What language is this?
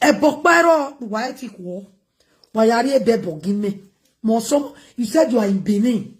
Nigerian Pidgin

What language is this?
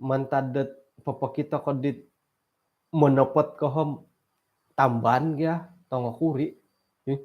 Central Dusun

